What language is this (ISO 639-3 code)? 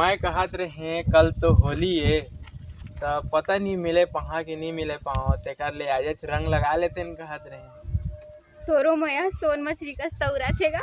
hne